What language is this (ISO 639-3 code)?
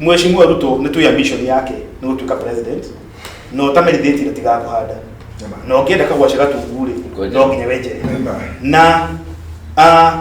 kik